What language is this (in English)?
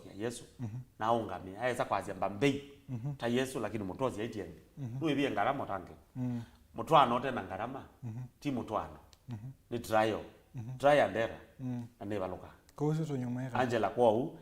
Kamba